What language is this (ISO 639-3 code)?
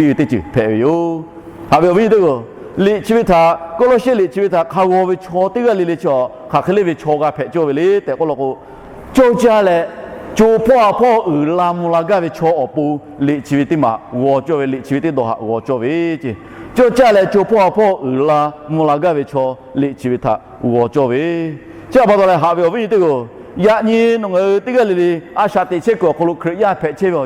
lhu